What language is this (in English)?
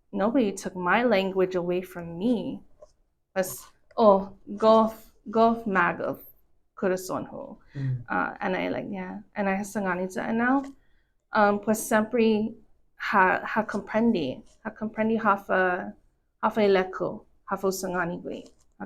Chamorro